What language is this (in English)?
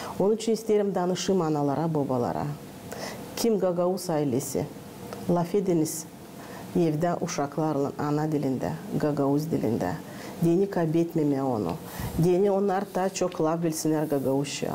Gagauz